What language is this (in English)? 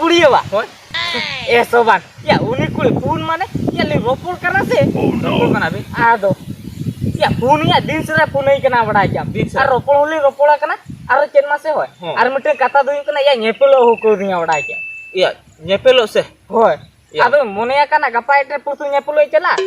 Santali